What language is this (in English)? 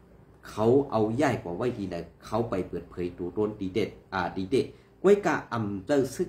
Shan